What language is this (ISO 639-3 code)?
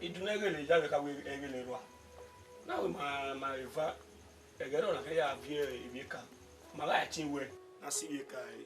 bin